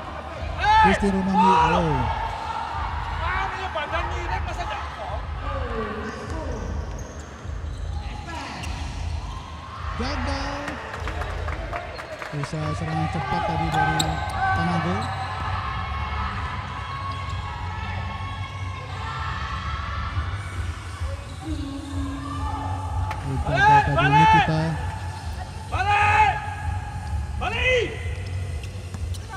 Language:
Indonesian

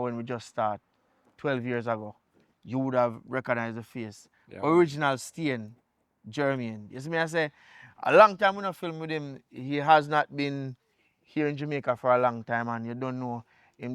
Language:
Jamaican Creole English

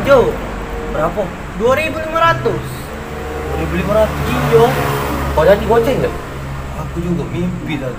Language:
Musi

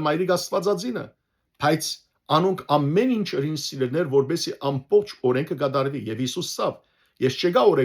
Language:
Western Armenian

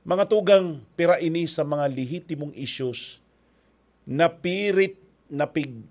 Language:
Bikol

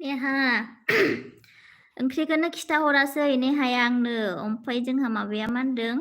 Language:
Bodo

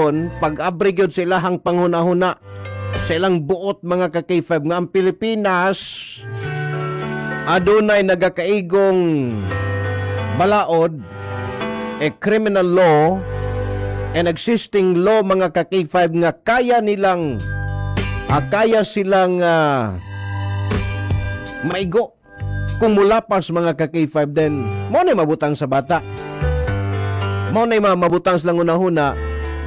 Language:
Cebuano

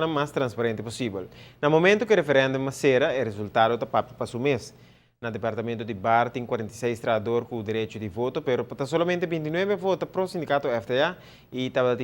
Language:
Papiamento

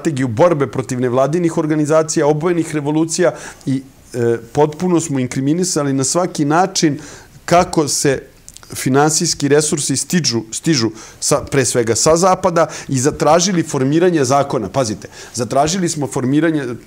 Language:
Serbian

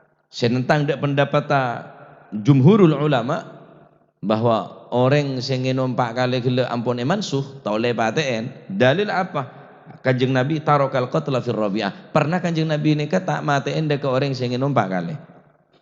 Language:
Madurese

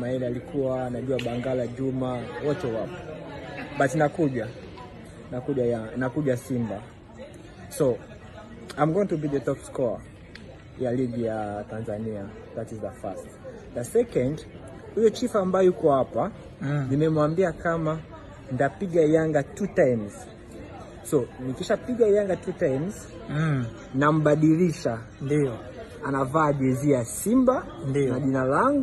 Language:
Swahili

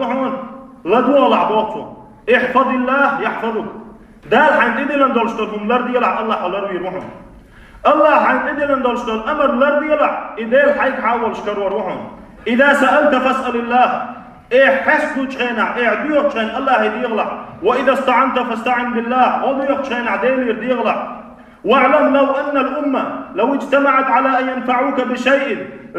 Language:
Chechen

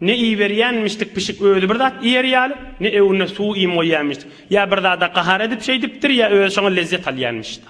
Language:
Turkmen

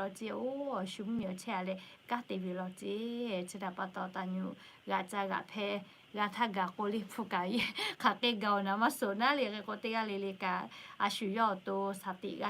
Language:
Lahu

